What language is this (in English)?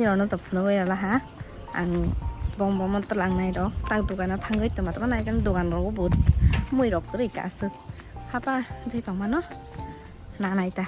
Kok Borok